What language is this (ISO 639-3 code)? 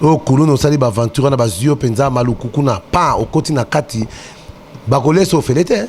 lin